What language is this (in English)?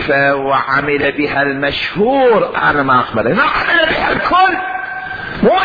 Mesopotamian Arabic